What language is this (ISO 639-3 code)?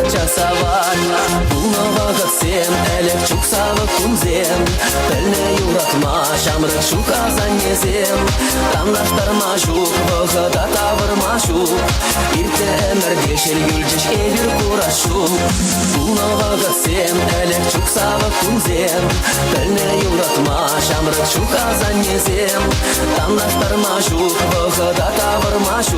chv